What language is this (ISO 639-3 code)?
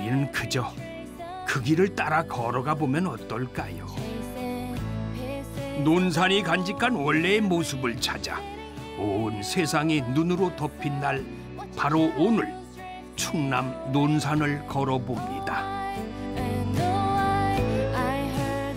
kor